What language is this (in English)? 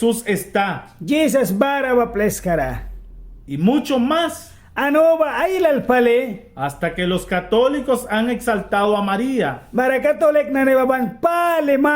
Mískito